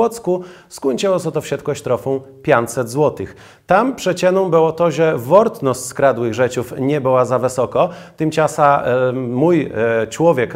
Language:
Kashubian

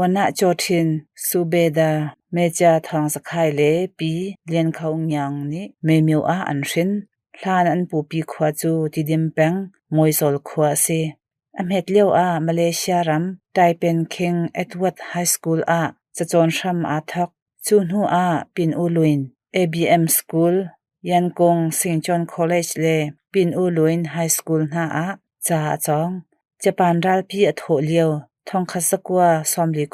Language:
Hakha Chin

